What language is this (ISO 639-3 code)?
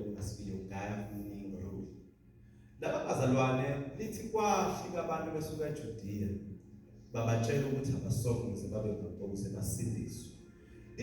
zul